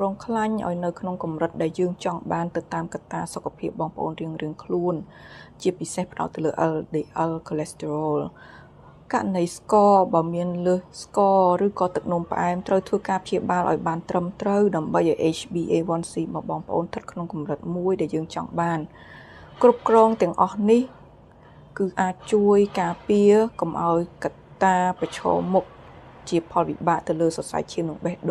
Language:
Khmer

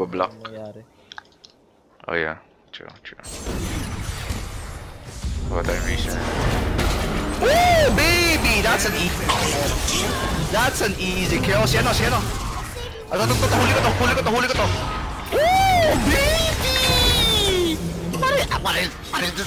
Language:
Filipino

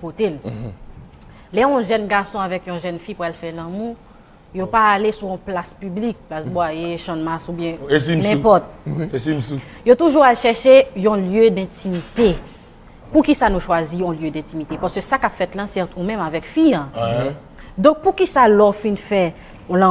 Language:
Haitian Creole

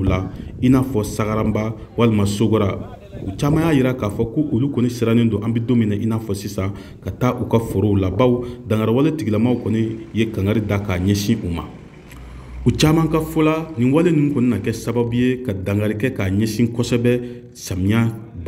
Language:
Bambara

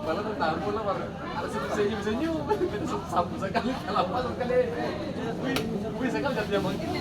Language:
Ambonese Malay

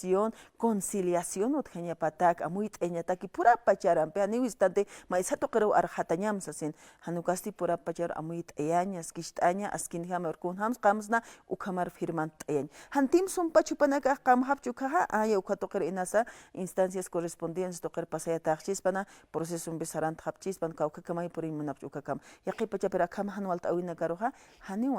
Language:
Aymara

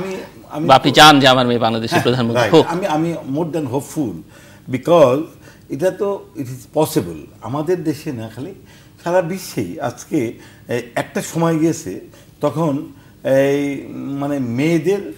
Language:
Bangla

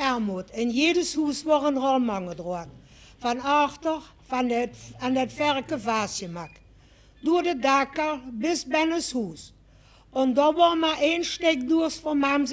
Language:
Limburgish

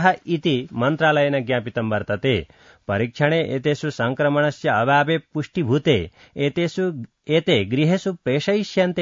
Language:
Sanskrit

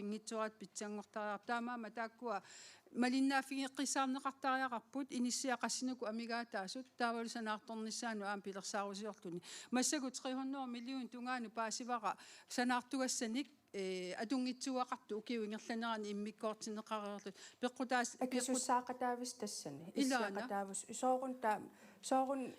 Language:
Kalaallisut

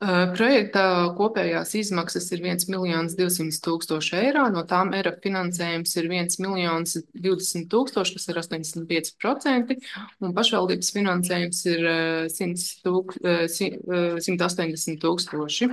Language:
Latvian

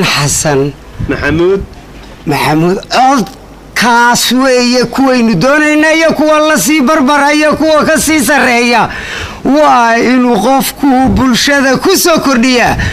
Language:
Somali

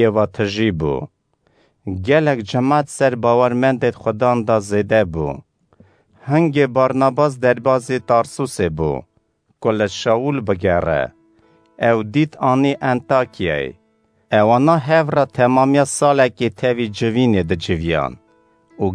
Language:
Kurdish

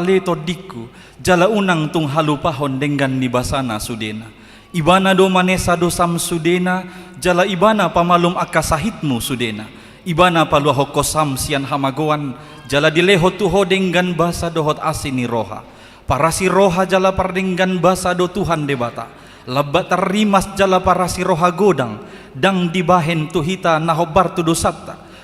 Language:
Batak Toba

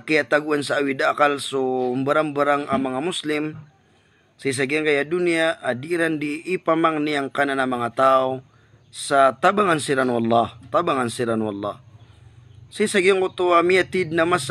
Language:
Maranao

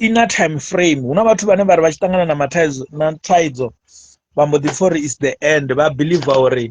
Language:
Venda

